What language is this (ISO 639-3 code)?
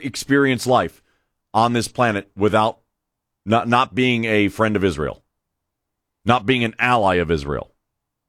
eng